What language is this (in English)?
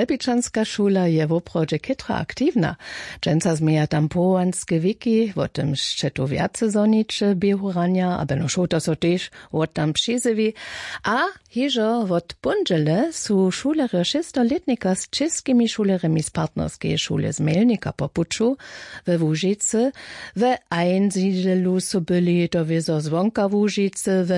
Upper Sorbian